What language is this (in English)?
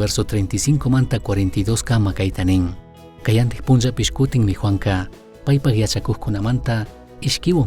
Chimborazo Highland Quichua